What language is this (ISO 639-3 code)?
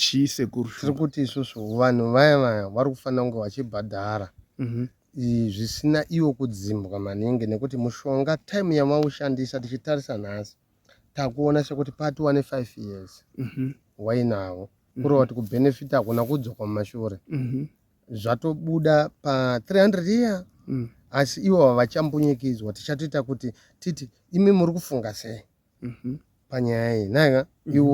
sna